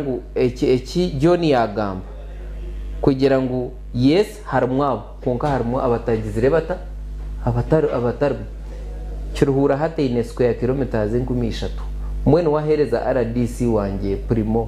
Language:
Nyankole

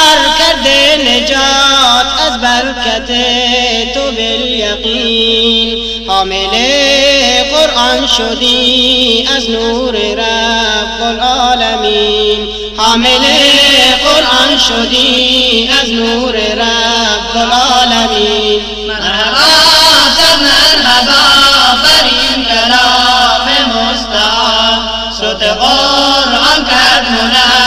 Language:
Persian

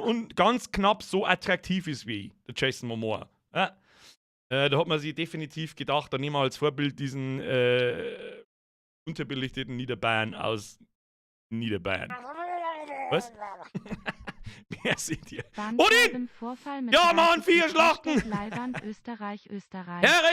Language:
Bavarian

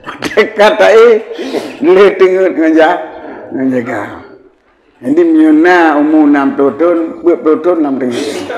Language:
Achinese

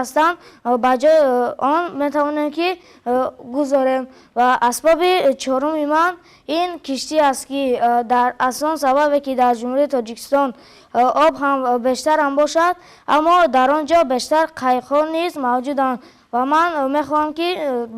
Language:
Tajik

